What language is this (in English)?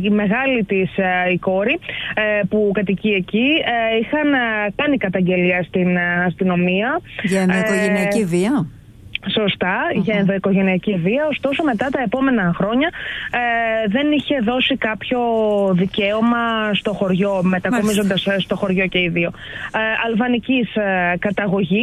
Greek